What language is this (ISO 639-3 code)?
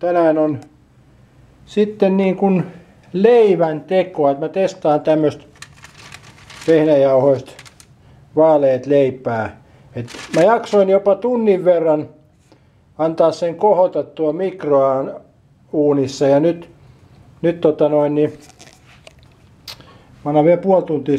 fin